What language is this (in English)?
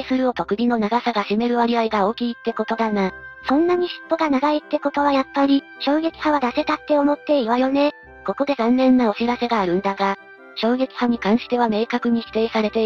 Japanese